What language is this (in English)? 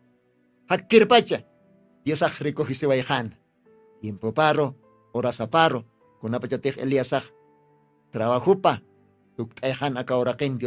Aymara